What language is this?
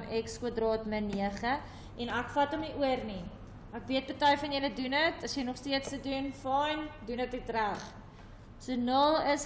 Afrikaans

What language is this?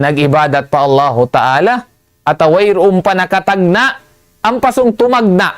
Tausug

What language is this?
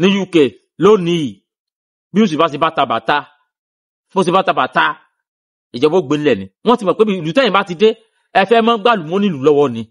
Yoruba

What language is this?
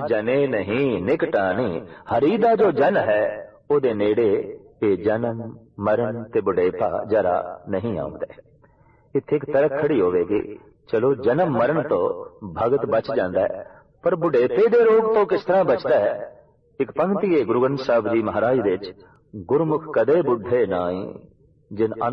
Punjabi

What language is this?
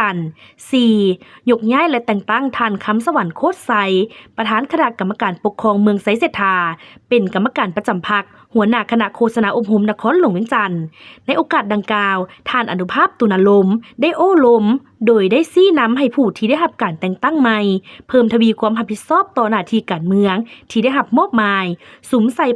Lao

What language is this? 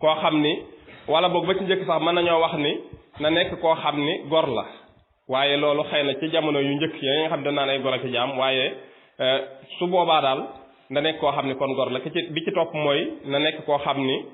Wolof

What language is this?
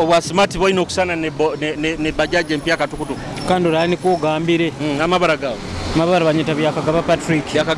Nyoro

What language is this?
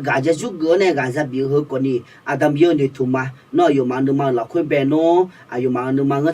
Akha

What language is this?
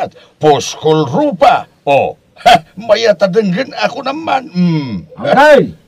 Iloko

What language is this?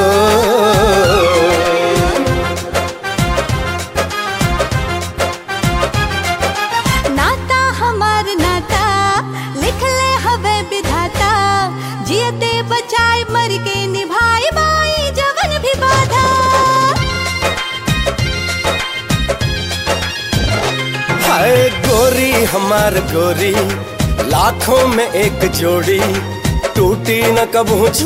Bhojpuri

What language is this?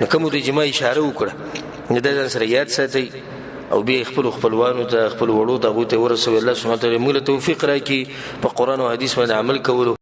Pashto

